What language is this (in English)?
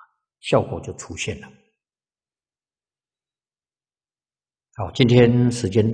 Chinese